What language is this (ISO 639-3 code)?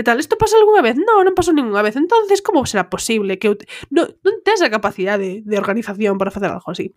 glg